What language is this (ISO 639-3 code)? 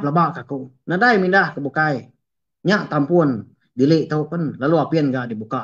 iba